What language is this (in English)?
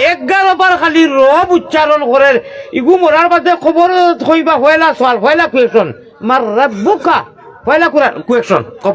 Sylheti